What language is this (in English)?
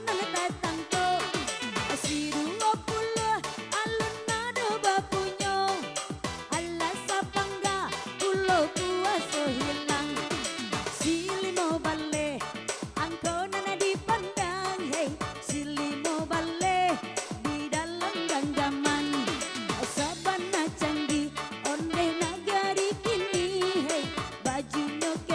Minangkabau